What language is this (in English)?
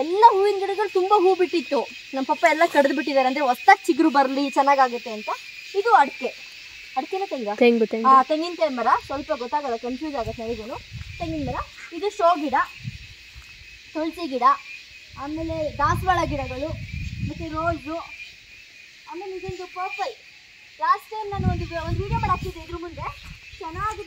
Kannada